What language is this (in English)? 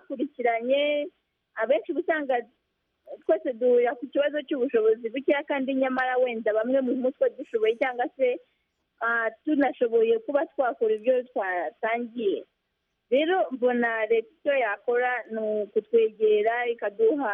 Kinyarwanda